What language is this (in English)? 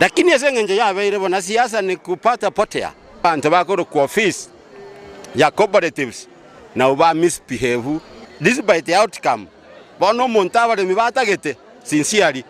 Gusii